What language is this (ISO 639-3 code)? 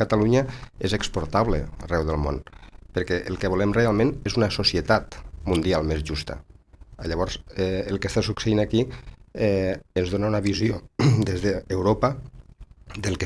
cat